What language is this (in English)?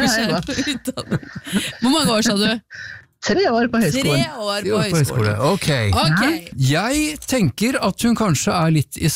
Norwegian